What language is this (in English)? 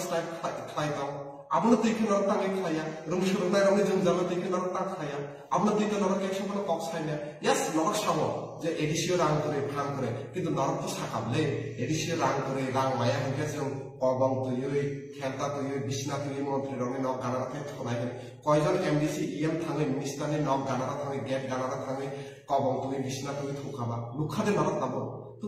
Kok Borok